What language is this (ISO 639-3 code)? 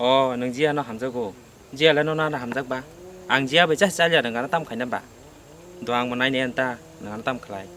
trp